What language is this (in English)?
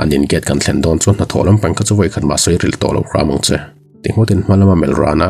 Mizo